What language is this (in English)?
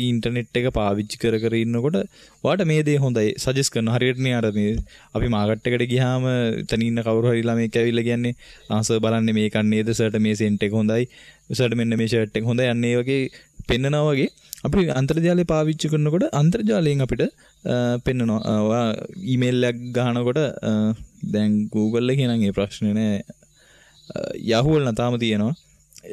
Sinhala